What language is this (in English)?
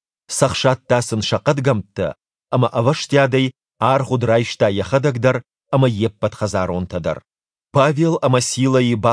Ossetic